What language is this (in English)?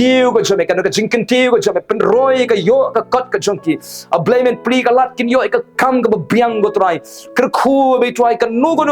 Khasi